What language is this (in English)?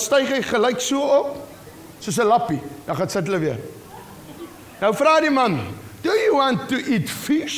Afrikaans